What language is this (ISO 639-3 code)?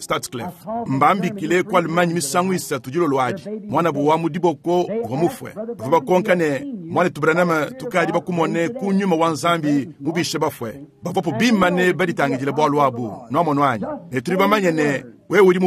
lua